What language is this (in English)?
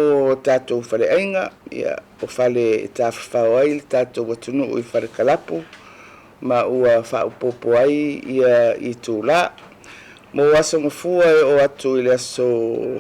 Samoan